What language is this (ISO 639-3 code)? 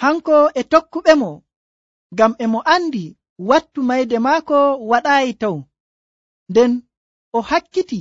fuv